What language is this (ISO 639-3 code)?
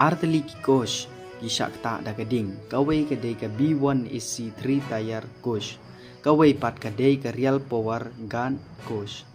kha